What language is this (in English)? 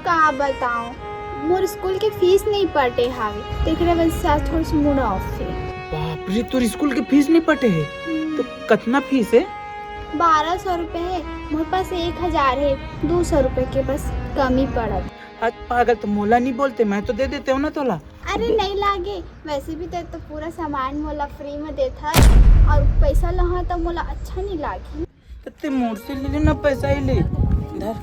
Chhattisgarhi